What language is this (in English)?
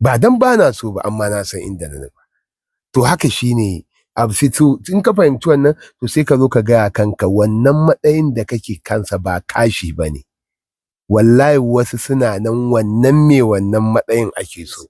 Hausa